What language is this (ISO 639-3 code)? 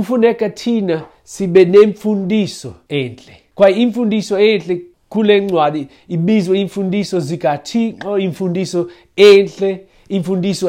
xho